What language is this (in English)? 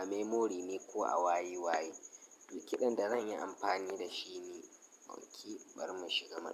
Hausa